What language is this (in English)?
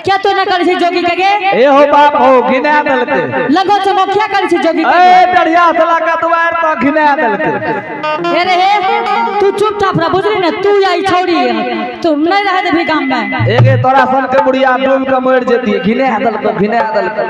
Angika